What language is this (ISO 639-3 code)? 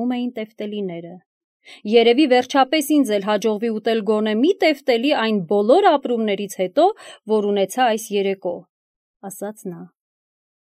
hye